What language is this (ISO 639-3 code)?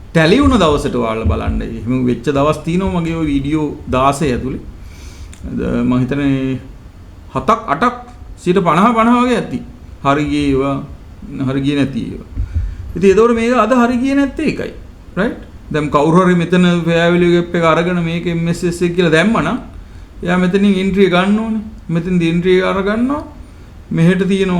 sin